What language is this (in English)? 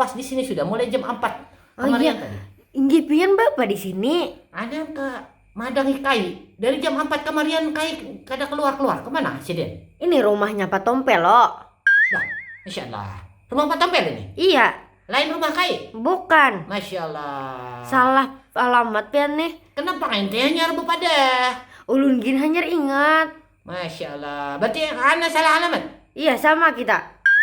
Banjar